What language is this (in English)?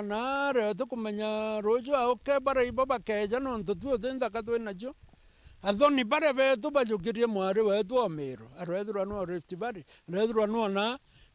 Meru